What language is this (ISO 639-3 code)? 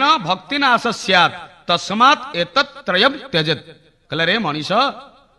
ori